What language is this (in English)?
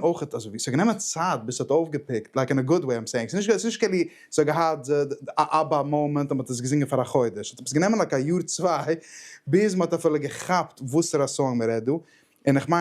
Yiddish